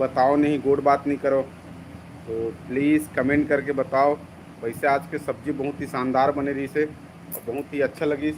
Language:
Chhattisgarhi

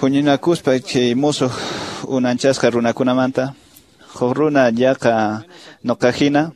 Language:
Quechua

